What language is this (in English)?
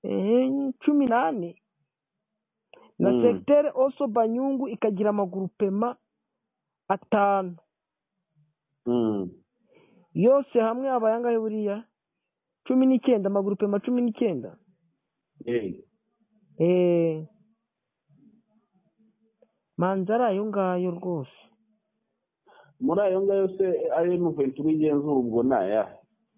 Kinyarwanda